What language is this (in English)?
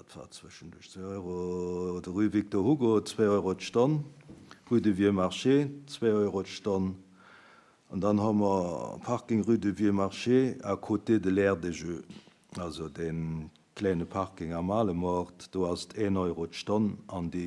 Luxembourgish